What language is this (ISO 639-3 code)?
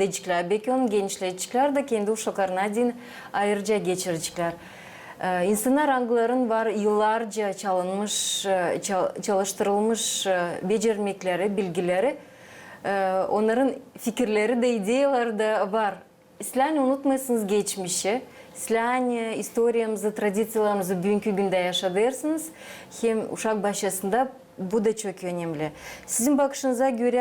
gag